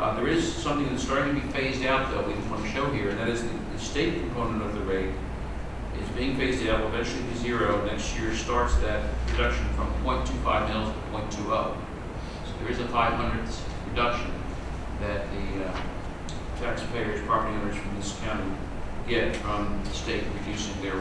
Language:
English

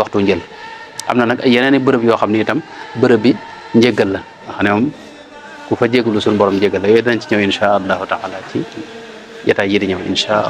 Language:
Wolof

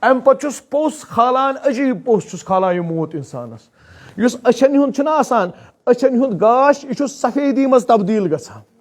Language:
Kashmiri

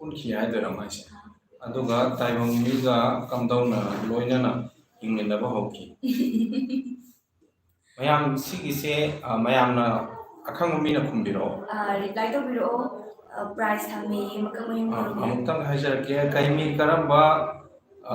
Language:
Manipuri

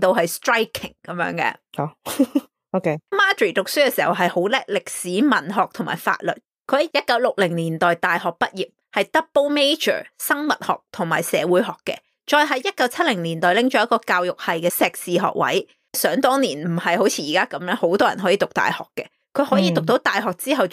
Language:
Cantonese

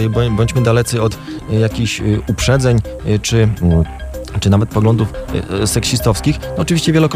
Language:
Polish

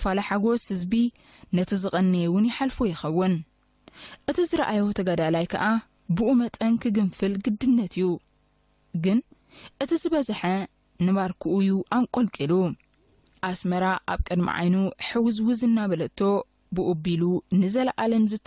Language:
Tigrinya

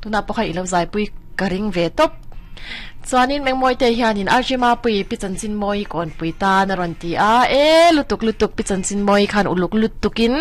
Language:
Mizo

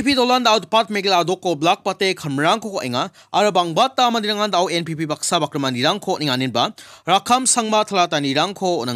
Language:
Garo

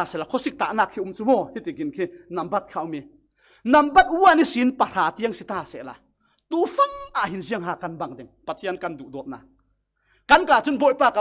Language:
Falam Chin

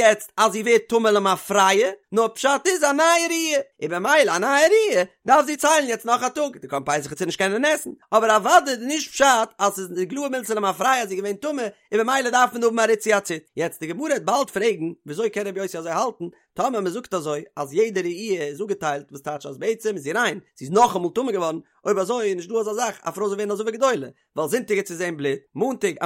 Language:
Yiddish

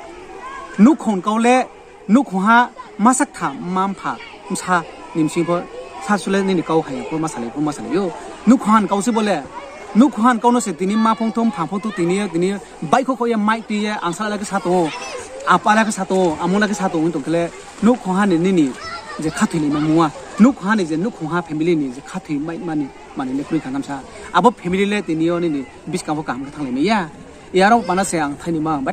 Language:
Riang (India)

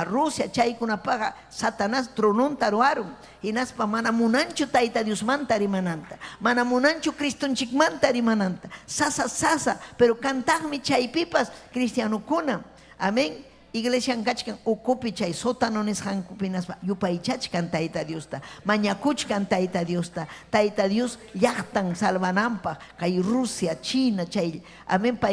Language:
Ayacucho Quechua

